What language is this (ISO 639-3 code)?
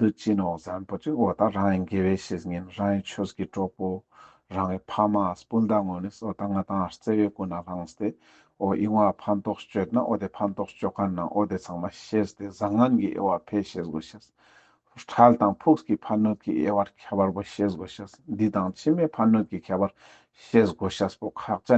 lbj